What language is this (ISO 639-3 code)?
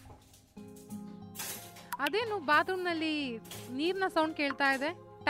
kan